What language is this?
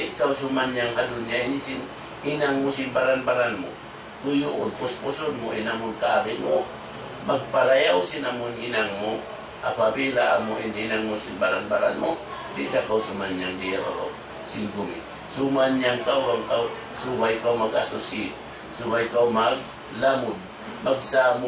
Tausug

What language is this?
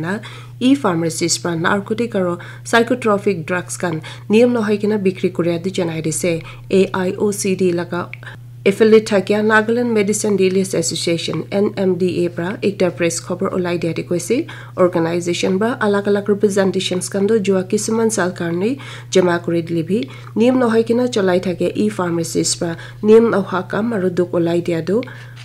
Naga Pidgin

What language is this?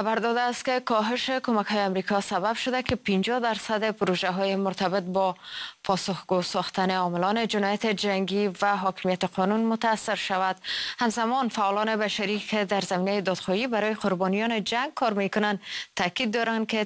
Persian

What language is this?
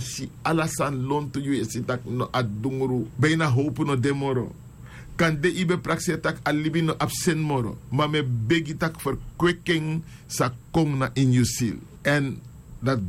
Sranan Tongo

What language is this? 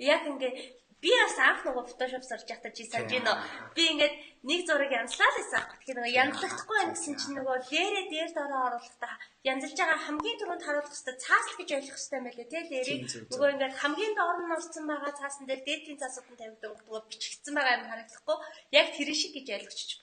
Mongolian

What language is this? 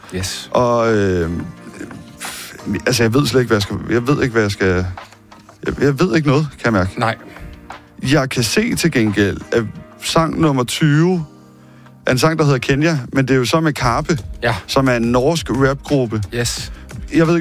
Danish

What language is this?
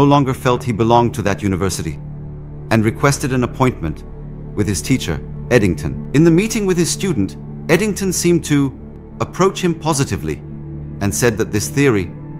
English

